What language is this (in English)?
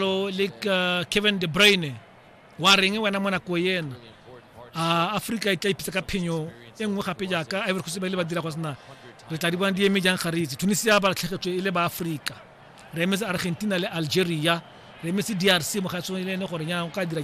Tswana